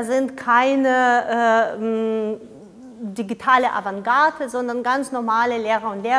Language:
German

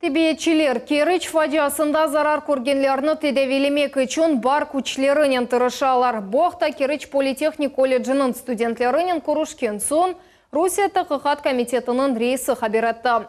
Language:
Crimean Tatar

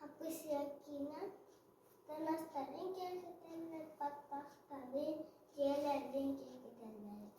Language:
Yakut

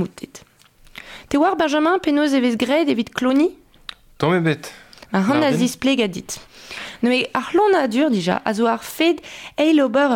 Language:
Breton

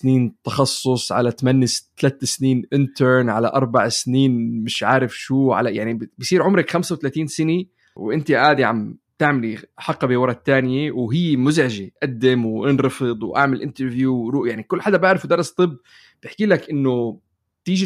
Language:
North Levantine Arabic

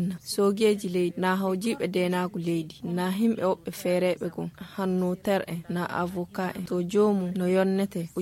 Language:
Fula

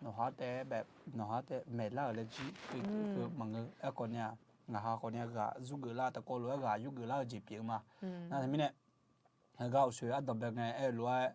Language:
Akha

